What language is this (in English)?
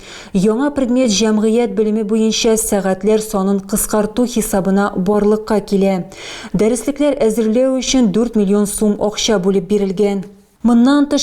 Tatar